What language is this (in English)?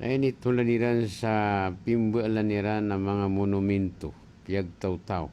Maranao